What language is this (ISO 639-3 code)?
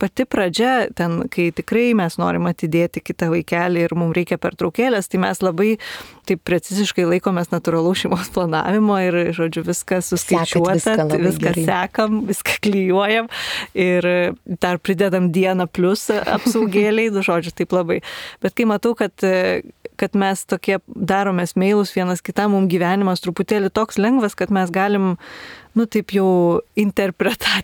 lit